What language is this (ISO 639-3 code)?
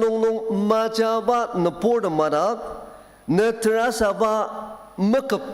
njo